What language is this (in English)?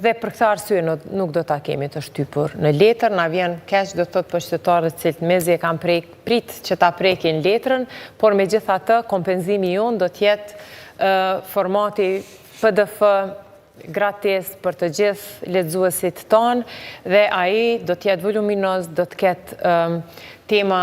Albanian